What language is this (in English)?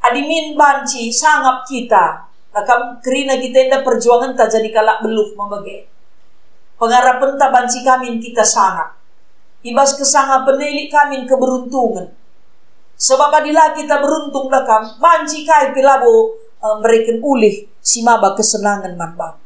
Batak Karo